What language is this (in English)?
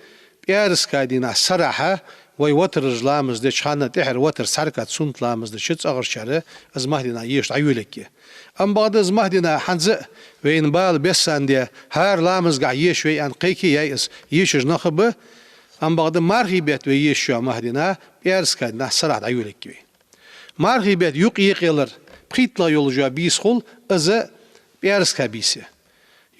Ingush